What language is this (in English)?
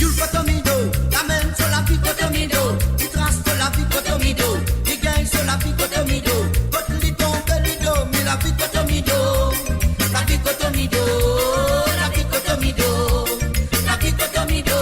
Morisyen